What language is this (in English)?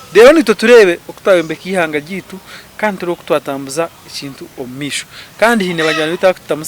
Nyankole